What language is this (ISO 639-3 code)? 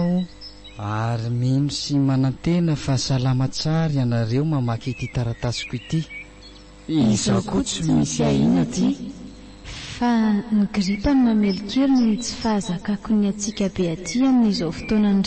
mlg